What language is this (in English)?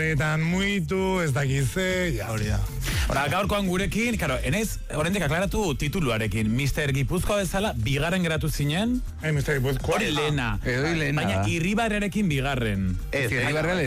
Basque